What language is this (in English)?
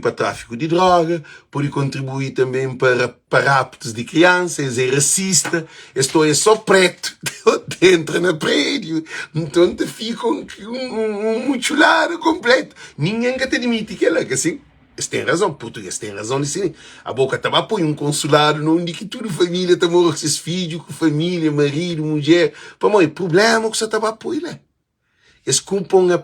Kabuverdianu